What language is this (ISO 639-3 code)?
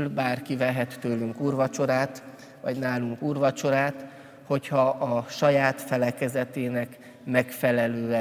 hun